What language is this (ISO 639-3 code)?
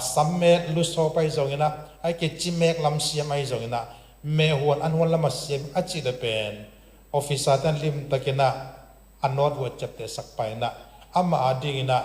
ctd